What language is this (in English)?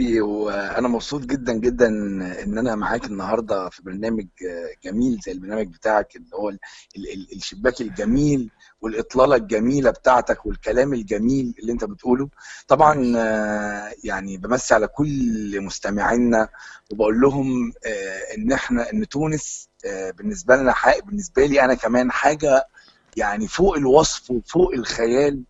Egyptian Arabic